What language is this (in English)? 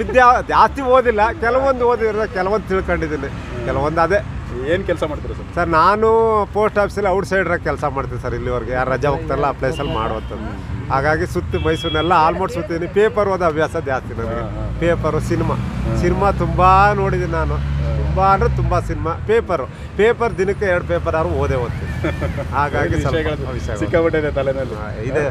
Kannada